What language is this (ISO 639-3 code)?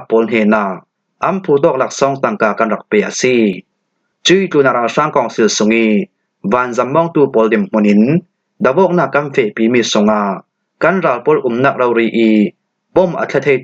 cfm